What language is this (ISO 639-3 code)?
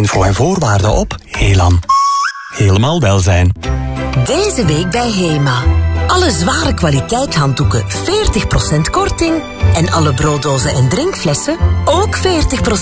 nld